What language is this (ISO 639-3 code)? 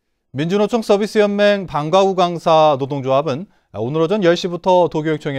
kor